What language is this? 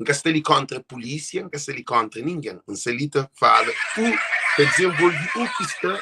Kabuverdianu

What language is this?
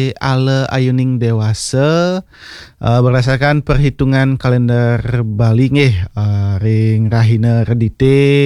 Balinese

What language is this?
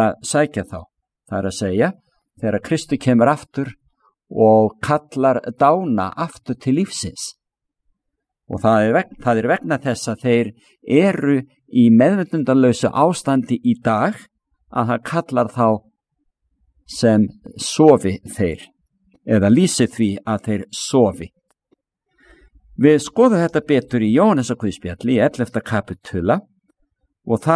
Icelandic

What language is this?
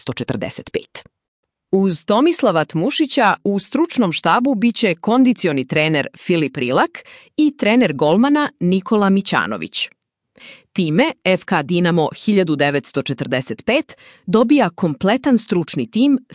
Serbian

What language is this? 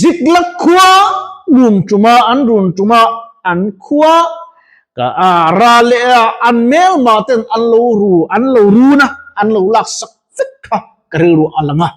Mizo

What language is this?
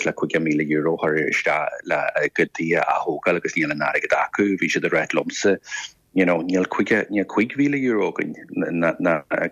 Irish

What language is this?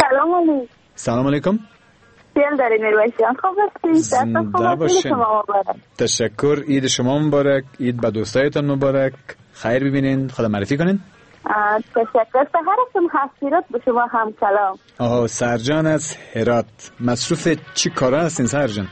Persian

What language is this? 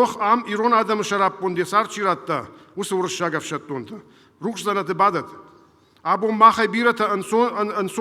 Ossetic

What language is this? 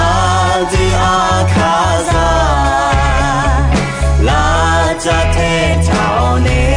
Akha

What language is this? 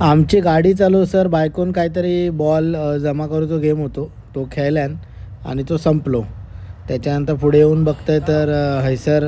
Konkani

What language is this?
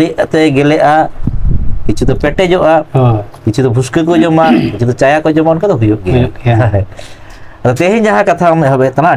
Santali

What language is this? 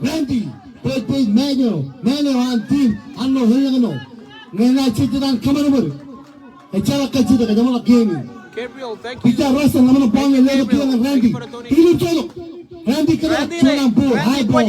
Marshallese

